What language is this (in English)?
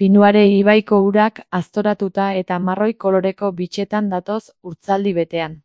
Basque